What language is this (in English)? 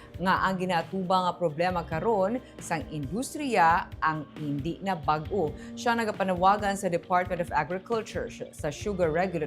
Hiligaynon